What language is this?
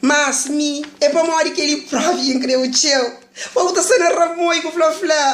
Kabuverdianu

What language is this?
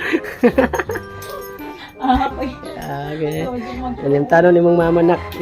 Cebuano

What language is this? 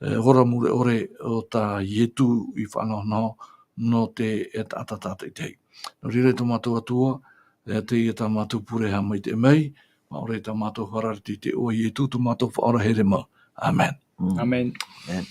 Tahitian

